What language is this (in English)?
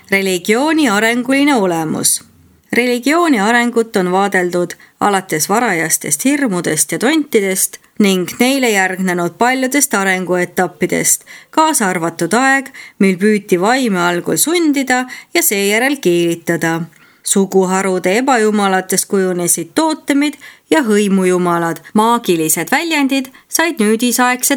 Estonian